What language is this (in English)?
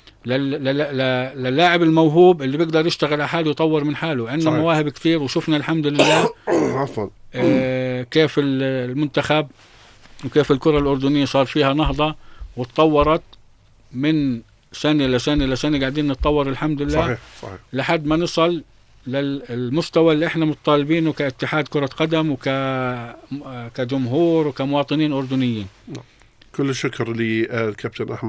North Levantine Arabic